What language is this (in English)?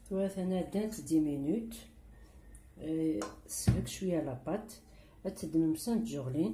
Kabyle